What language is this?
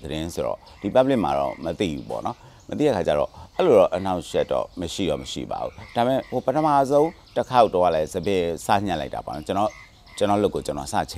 Burmese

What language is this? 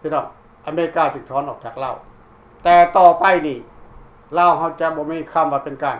Lao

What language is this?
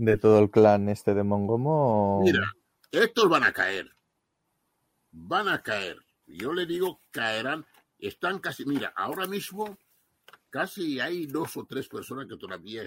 Spanish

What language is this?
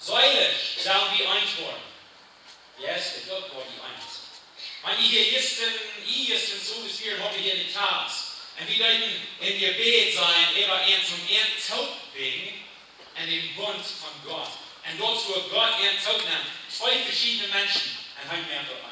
Plautdietsch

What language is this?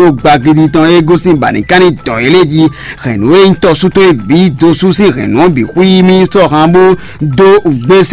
Fon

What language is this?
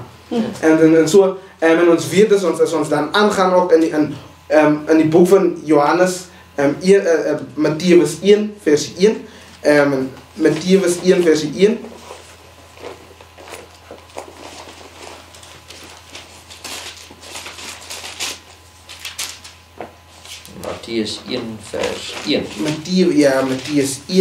Afrikaans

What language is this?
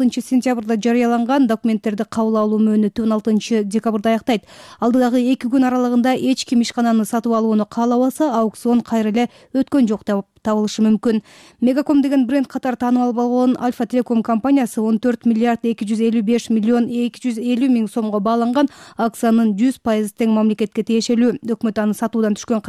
Kyrgyz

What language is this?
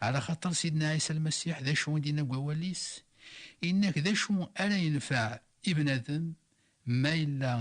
Kabyle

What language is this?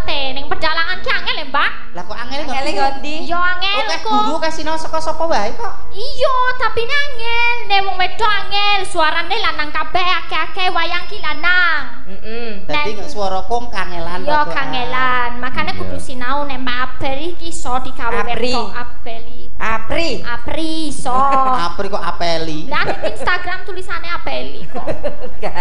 Javanese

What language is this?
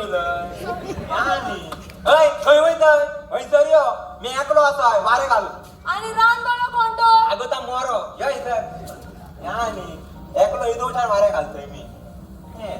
Konkani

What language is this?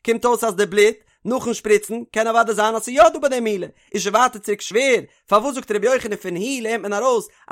Yiddish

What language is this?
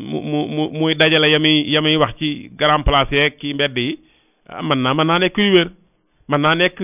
Wolof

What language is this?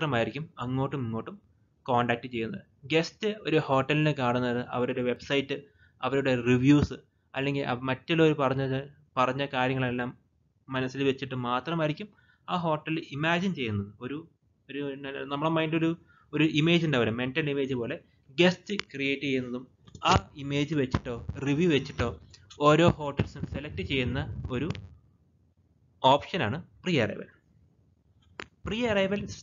Malayalam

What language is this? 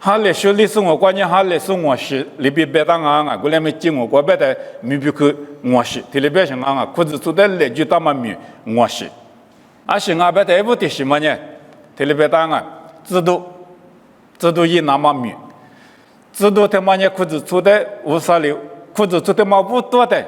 Lisu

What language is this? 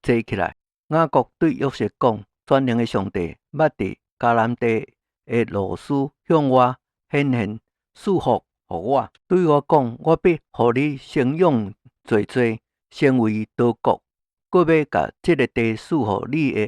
Min Nan Chinese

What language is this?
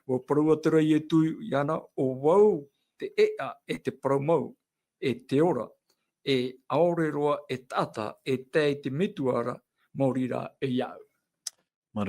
Tahitian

